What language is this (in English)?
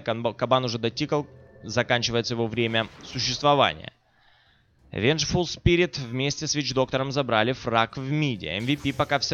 Russian